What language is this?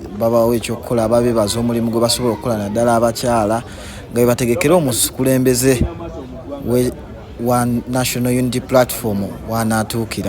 Ganda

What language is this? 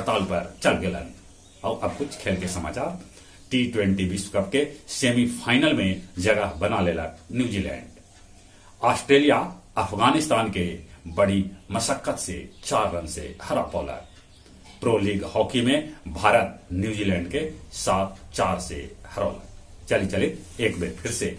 Magahi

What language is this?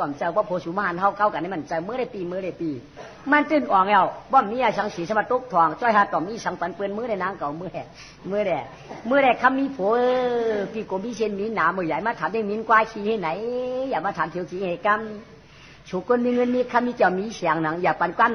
Shan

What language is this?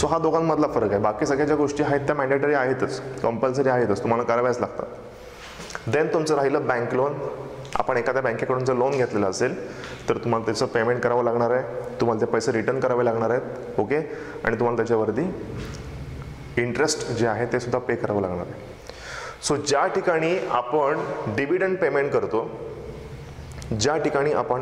Marathi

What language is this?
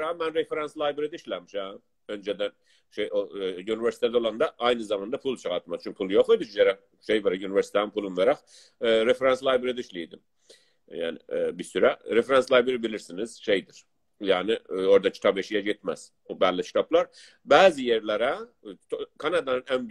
South Azerbaijani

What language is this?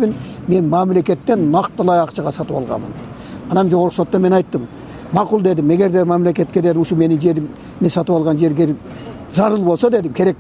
Kyrgyz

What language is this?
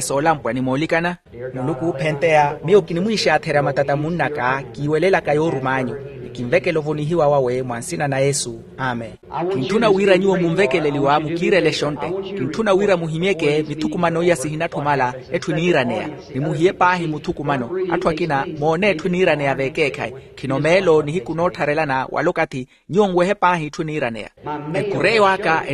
Makhuwa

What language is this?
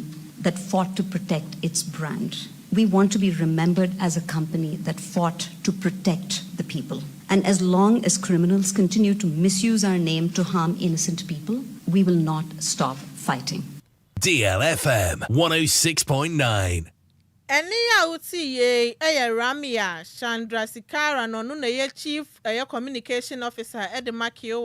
Akan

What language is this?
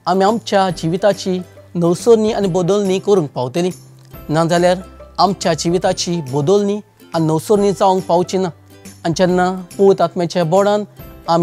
Konkani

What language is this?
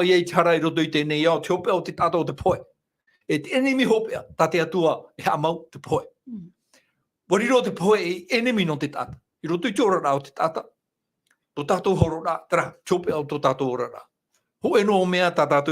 Tahitian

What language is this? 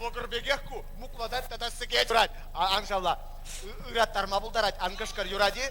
Chuvash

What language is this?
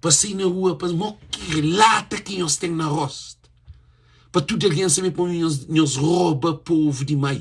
Kabuverdianu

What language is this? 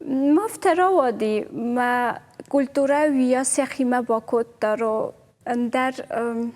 Ossetic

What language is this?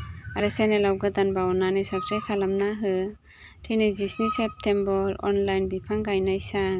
Bodo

